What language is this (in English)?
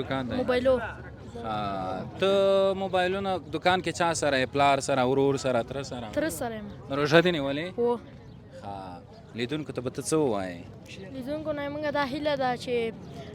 Pashto